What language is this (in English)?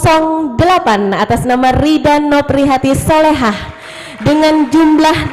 Banjar